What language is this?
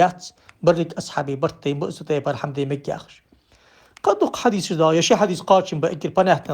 Ingush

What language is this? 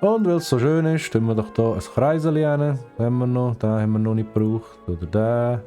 Swiss German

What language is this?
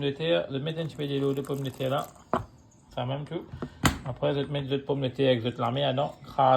Morisyen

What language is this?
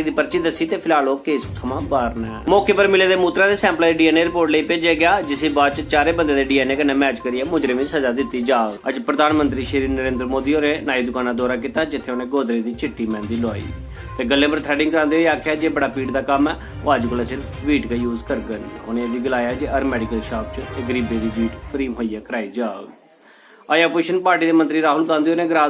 Dogri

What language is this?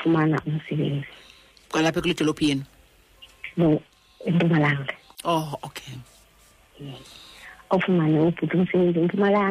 Xhosa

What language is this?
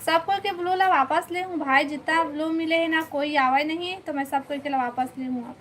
Chhattisgarhi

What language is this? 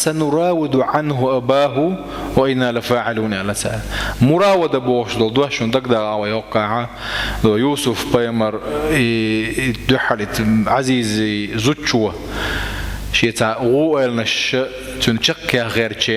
Chechen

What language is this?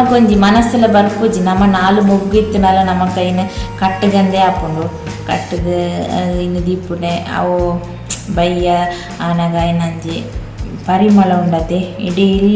Tulu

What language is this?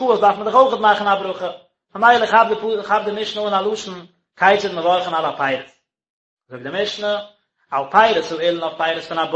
Yiddish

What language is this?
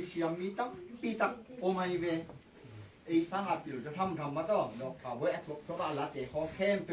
Tedim Chin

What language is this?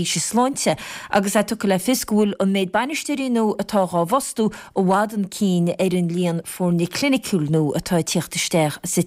Irish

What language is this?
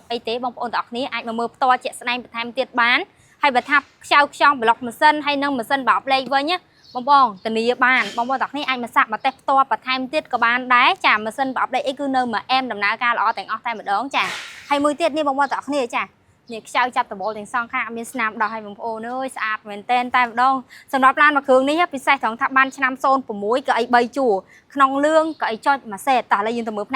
Khmer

